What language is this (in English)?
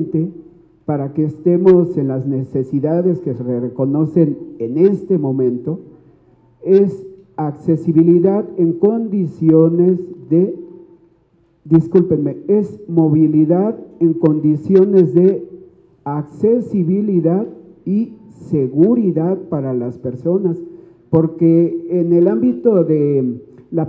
Spanish